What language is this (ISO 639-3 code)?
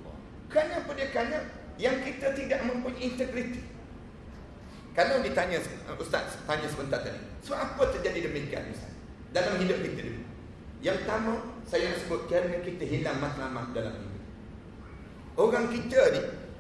msa